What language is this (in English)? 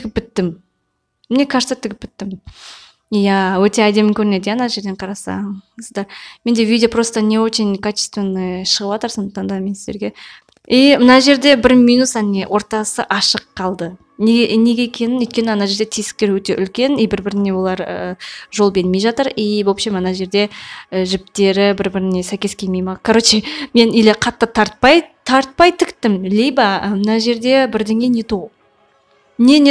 Kazakh